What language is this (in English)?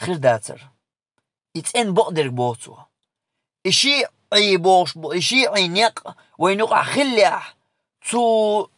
Chechen